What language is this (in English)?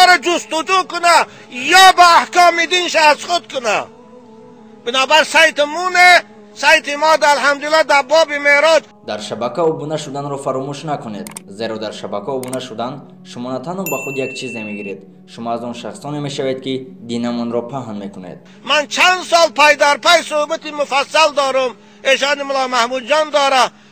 Tajik